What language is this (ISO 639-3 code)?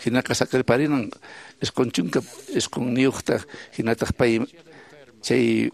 que